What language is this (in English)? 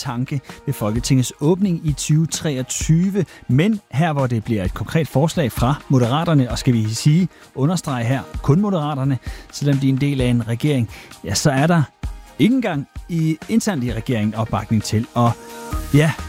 Danish